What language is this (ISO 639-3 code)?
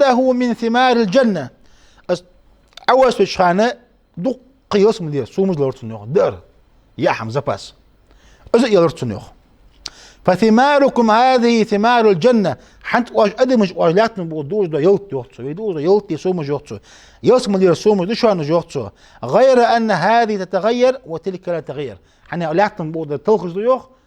inh